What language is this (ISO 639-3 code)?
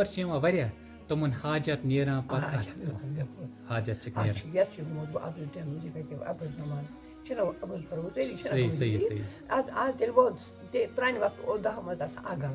kas